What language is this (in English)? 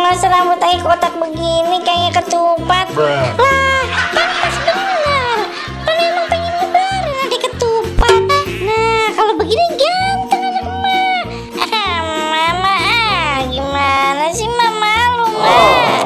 Betawi